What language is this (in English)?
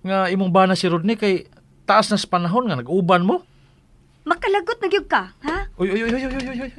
Cebuano